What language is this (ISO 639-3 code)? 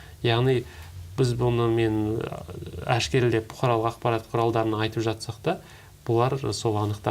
kaz